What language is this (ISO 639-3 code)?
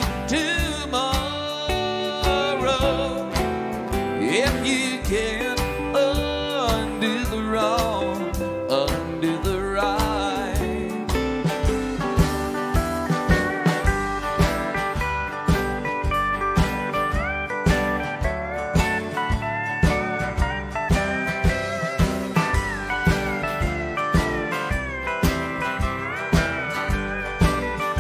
eng